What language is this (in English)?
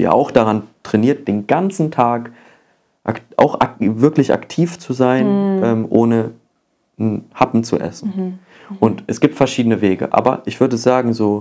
German